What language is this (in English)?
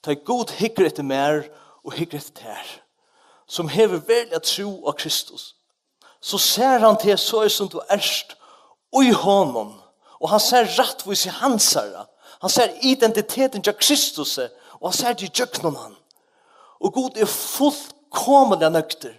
Faroese